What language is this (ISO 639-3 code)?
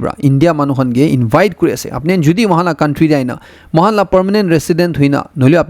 nag